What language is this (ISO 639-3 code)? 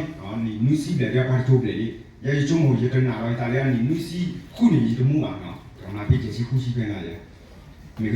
ksw